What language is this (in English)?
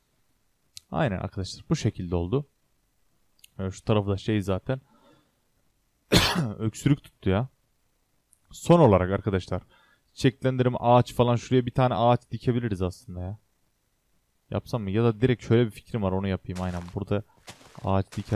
Turkish